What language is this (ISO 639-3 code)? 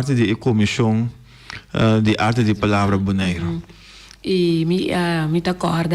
pap